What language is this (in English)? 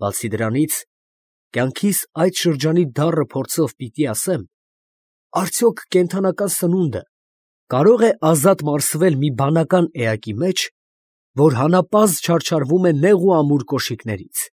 Armenian